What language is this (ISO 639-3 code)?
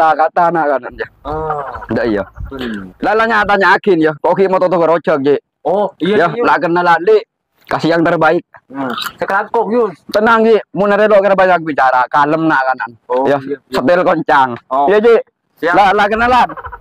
mad